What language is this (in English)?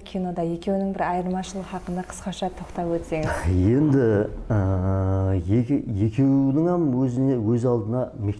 Kara-Kalpak